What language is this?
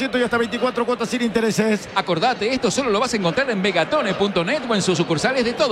Spanish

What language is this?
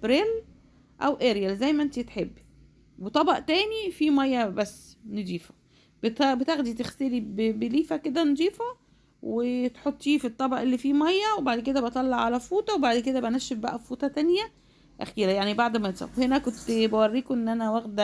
Egyptian Arabic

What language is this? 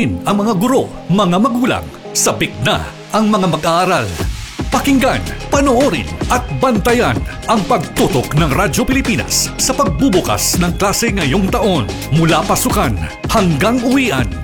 Filipino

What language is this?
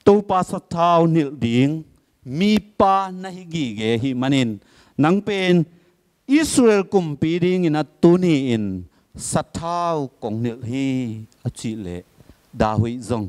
Tedim Chin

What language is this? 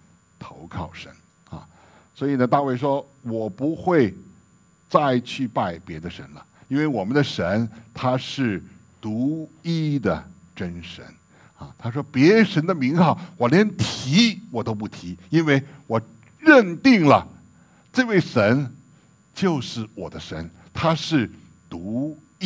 Chinese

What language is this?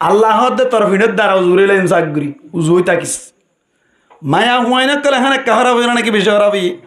Rohingya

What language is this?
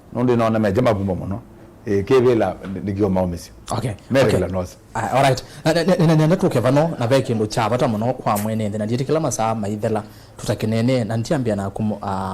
Kamba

